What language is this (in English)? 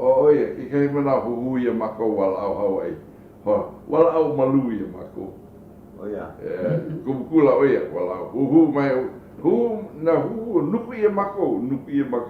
Hawaiian